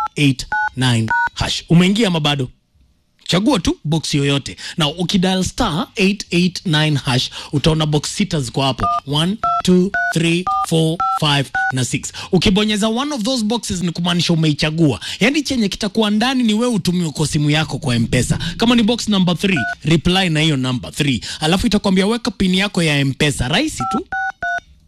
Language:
Swahili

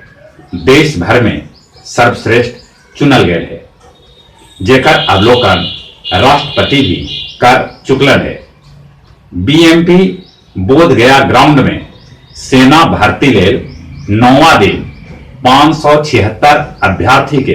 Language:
Magahi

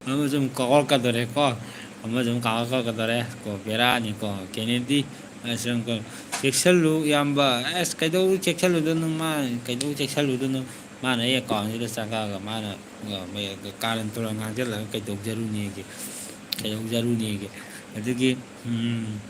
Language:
Manipuri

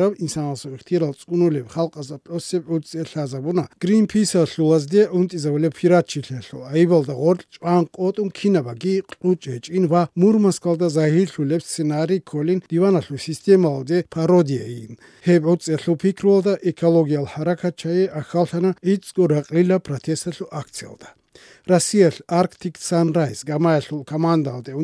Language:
Avaric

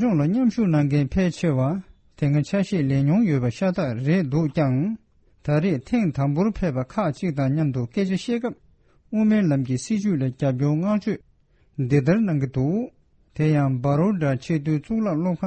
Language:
Tibetan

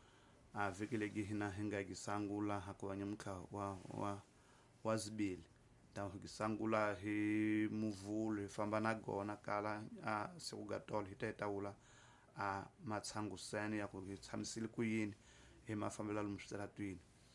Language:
Tsonga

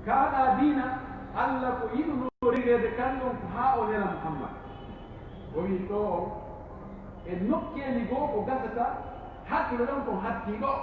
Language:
Pular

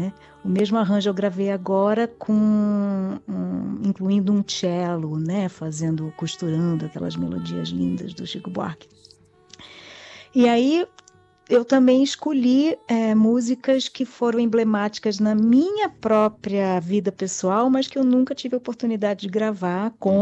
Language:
Portuguese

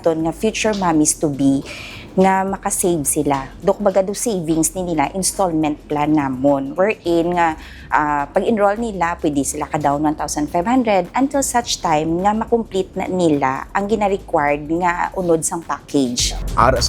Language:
Hiligaynon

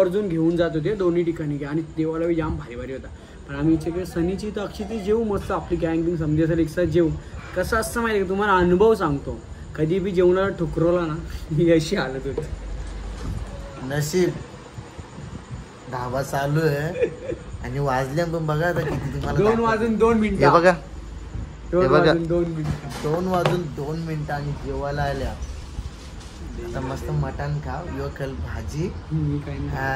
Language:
Marathi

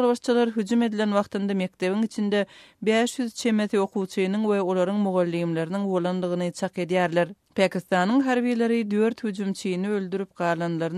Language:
Turkmen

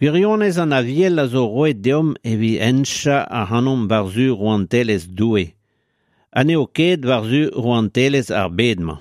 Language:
Breton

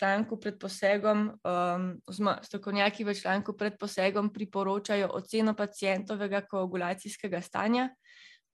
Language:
Slovenian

